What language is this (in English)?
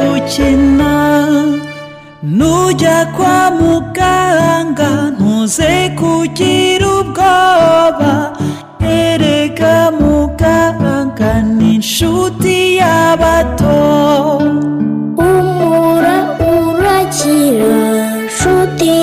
Kinyarwanda